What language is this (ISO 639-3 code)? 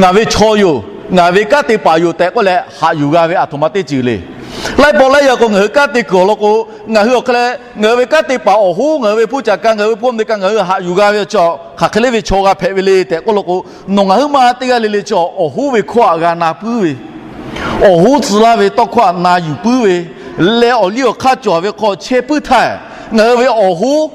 lhu